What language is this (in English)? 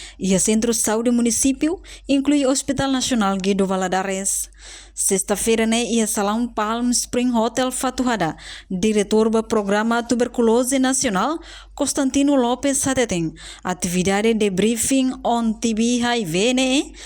Tetum